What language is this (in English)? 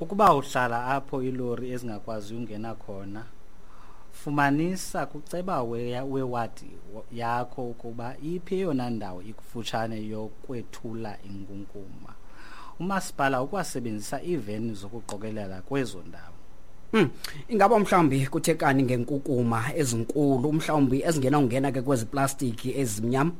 Xhosa